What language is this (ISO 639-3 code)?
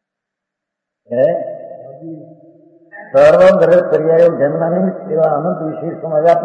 guj